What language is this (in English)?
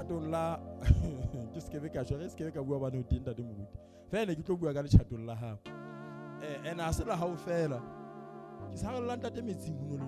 Southern Sotho